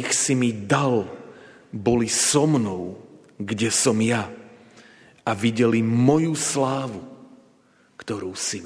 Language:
Slovak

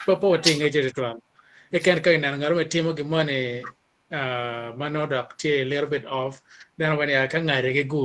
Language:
Acoli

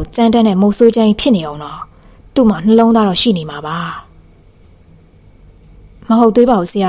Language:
Burmese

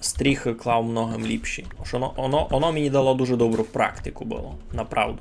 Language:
Rusyn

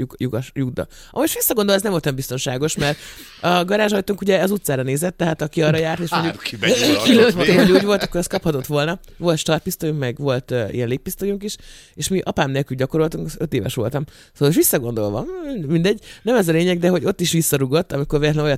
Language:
Hungarian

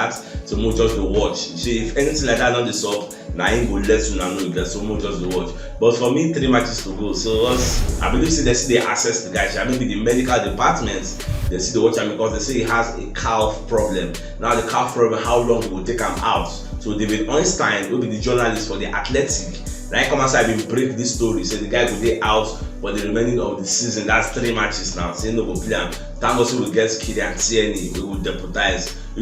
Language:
Nigerian Pidgin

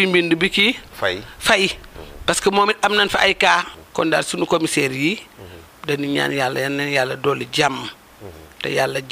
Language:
Wolof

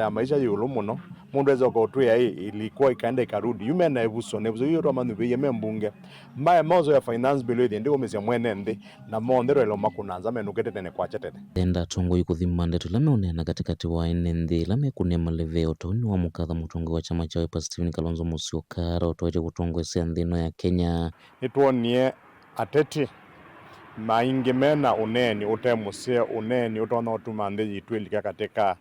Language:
Kamba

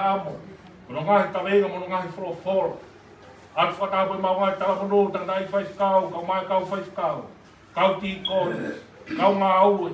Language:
Tongan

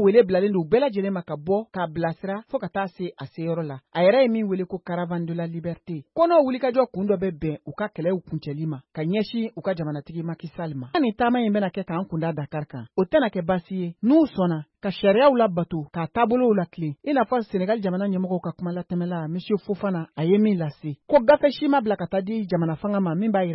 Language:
Bambara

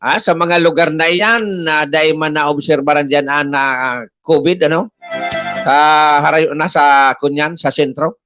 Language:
Bikol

